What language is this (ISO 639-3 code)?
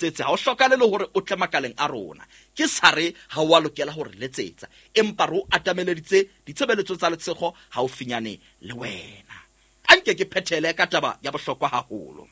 sot